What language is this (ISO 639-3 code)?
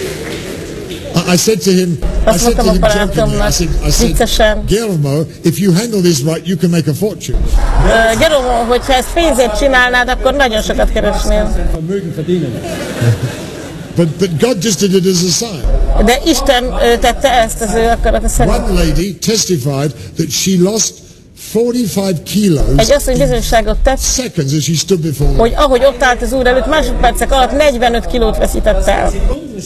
hun